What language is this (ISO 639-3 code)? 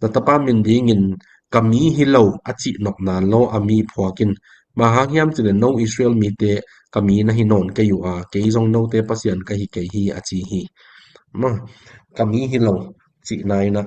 ctd